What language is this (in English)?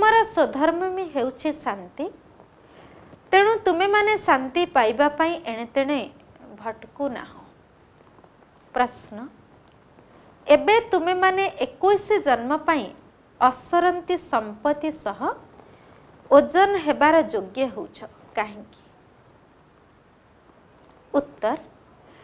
Odia